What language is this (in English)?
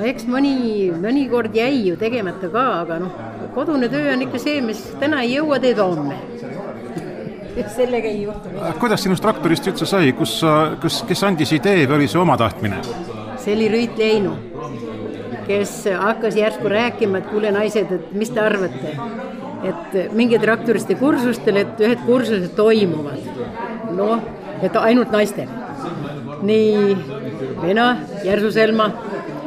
Estonian